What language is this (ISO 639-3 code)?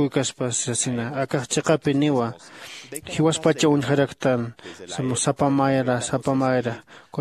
aym